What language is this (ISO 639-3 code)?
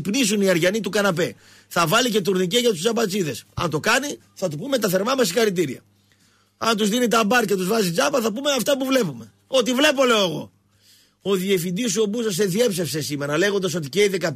ell